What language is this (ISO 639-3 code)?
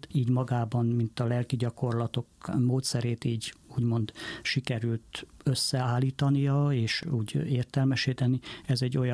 hun